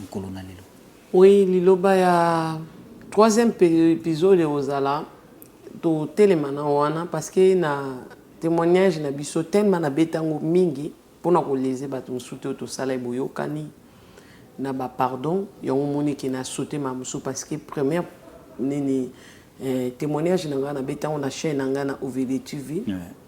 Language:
Lingala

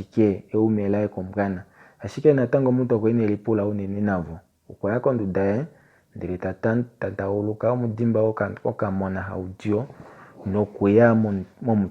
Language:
Kuanyama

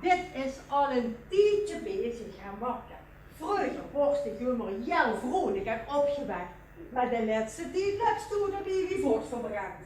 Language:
Limburgish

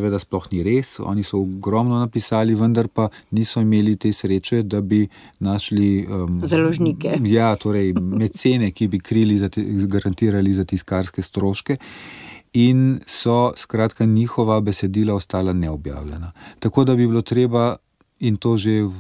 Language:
Slovenian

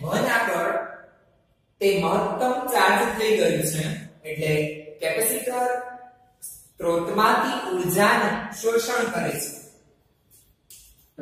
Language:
Gujarati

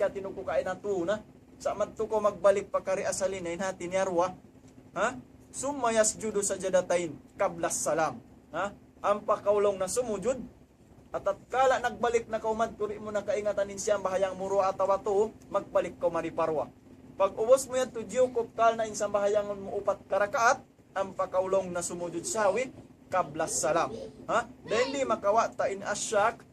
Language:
Tausug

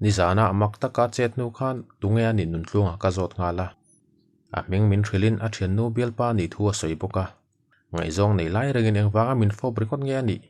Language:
Mizo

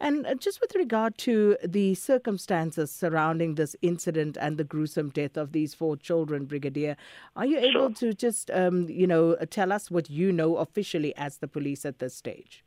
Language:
English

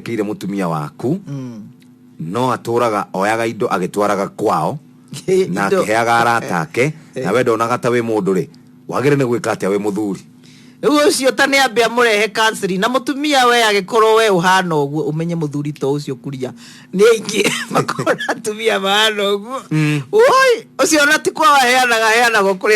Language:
Kikuyu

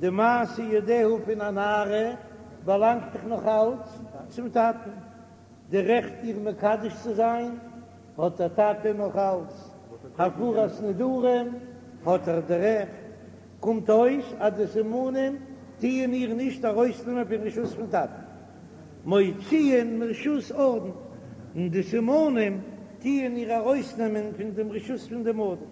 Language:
Yiddish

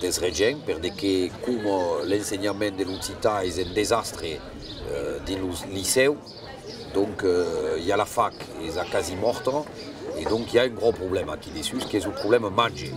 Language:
Occitan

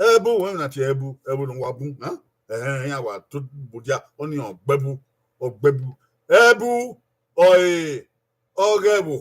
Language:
Bini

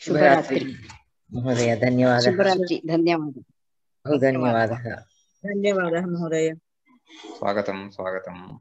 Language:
Sanskrit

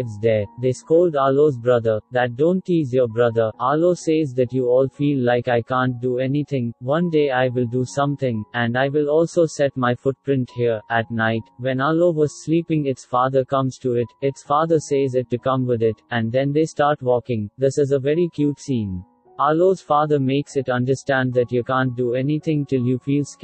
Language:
English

